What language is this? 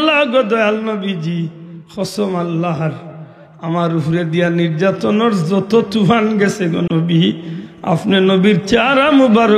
Sylheti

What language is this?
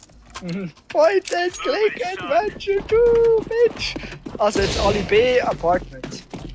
Swiss German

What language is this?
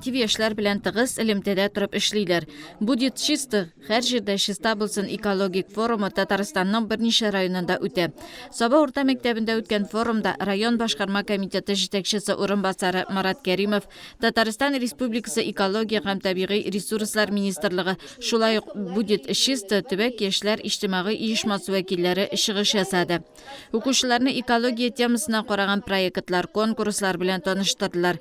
Tatar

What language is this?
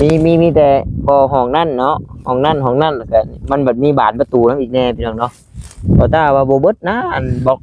Northeastern Thai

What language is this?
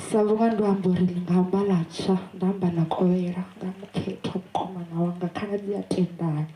Venda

